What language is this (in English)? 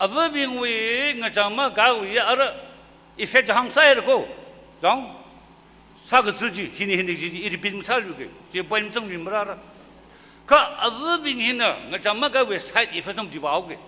Tangkhul Naga (India)